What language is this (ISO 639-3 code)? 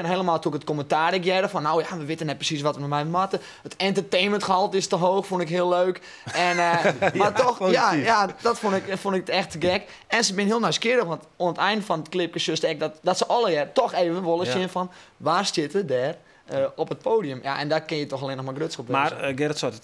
fry